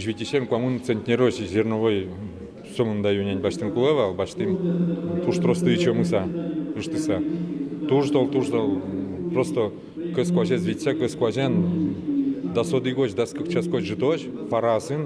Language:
Udmurt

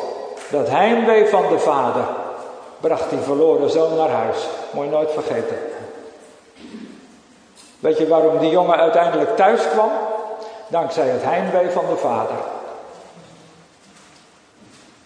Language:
Dutch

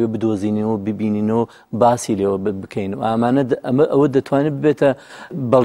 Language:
Central Kurdish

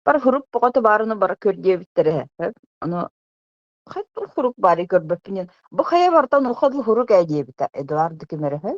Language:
Yakut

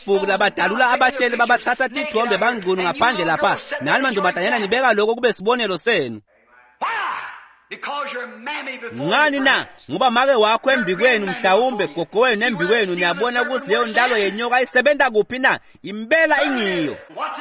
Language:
Swati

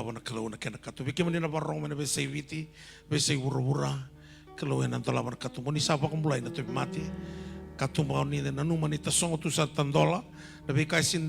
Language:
Fijian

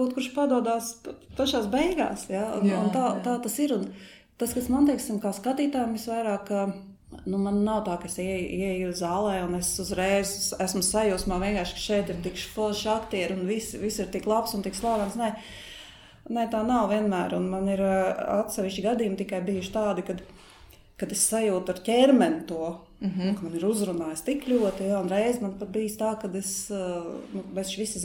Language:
Latvian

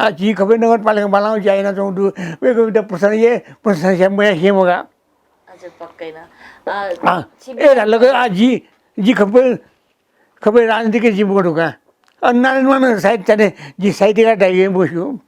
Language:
Newari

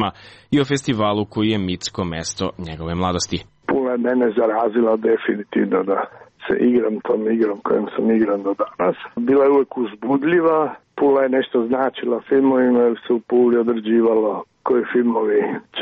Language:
Serbian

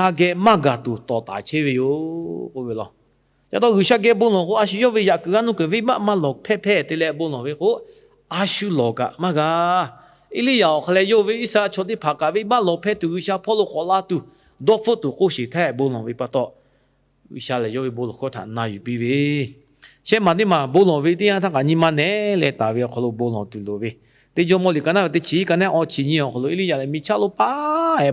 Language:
Lahu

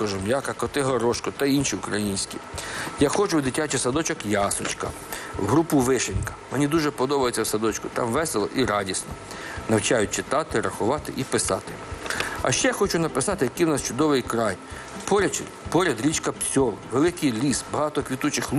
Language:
Ukrainian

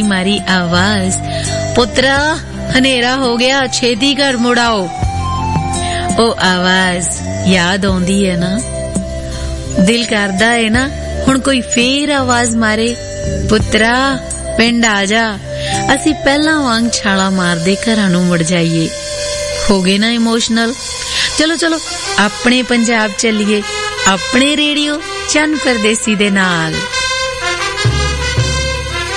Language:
Punjabi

